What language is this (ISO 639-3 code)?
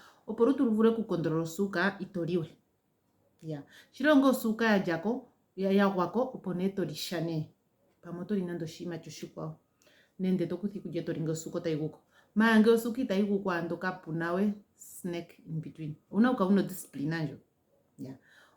ndo